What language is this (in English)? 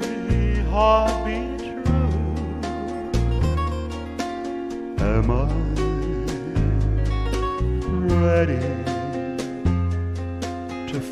English